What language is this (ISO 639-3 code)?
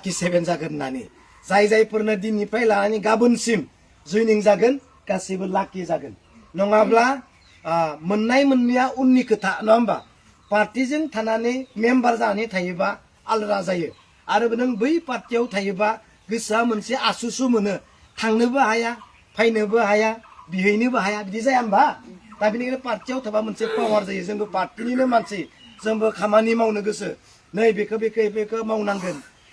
brx